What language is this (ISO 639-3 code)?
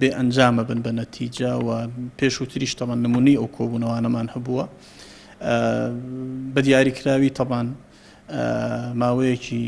ckb